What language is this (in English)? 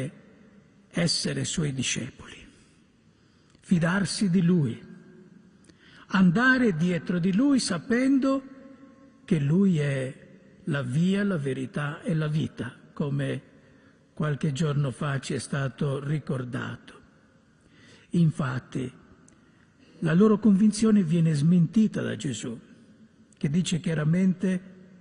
Italian